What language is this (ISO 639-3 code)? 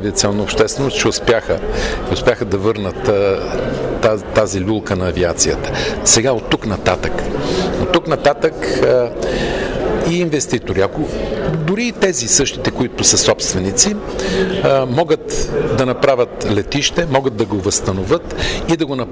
bul